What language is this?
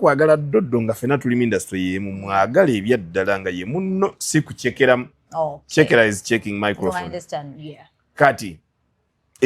Ganda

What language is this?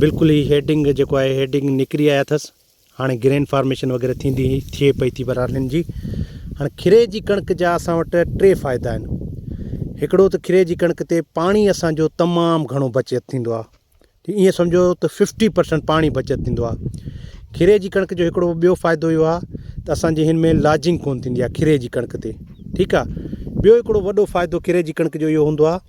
Sindhi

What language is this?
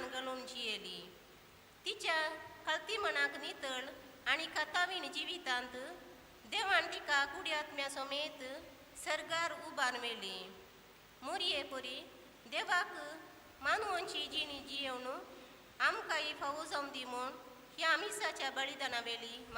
Konkani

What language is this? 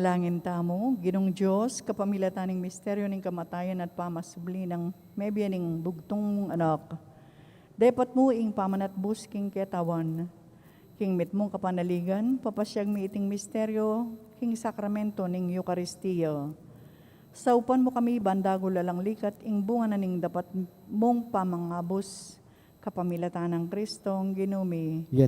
Pampanga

